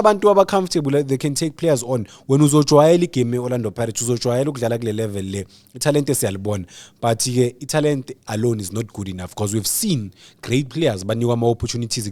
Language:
Zulu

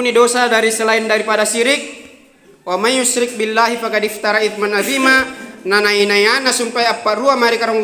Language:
Makasar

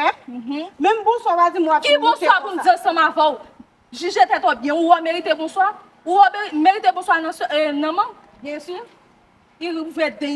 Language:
Haitian Creole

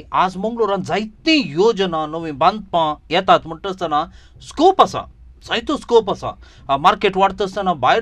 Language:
Konkani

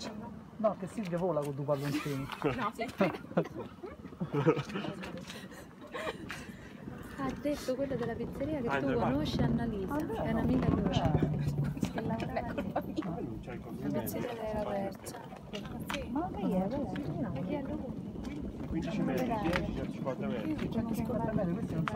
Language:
Italian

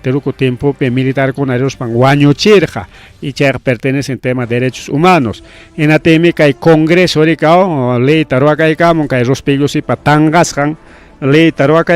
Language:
Ayacucho Quechua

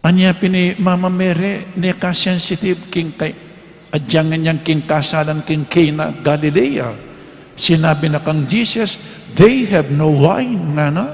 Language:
Pampanga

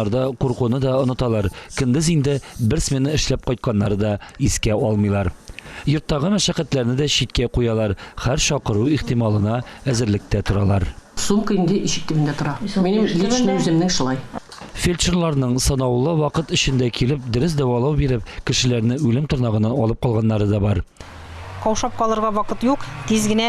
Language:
Tatar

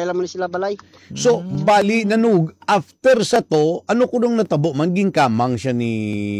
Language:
Hiligaynon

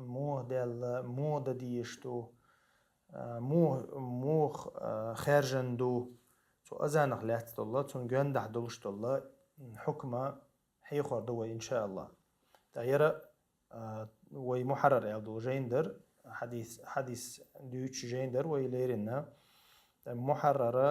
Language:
Chechen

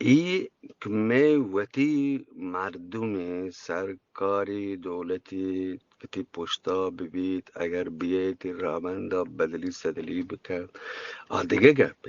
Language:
Eastern Balochi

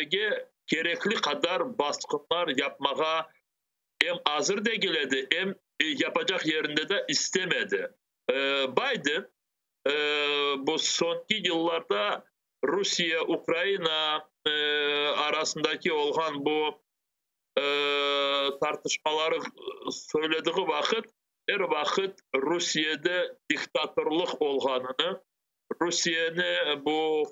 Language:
Crimean Tatar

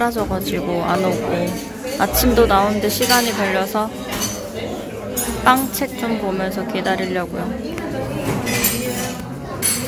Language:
Korean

